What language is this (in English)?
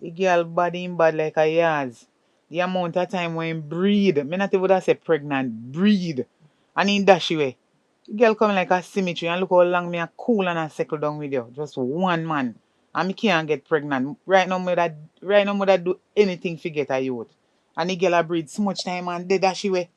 Jamaican Creole English